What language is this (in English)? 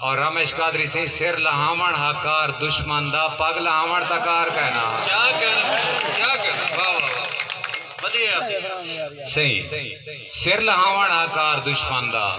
Saraiki